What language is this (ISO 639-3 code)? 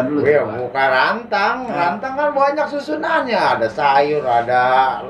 bew